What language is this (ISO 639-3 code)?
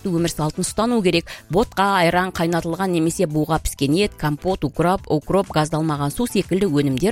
kaz